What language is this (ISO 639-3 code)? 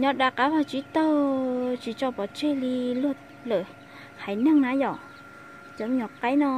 hmn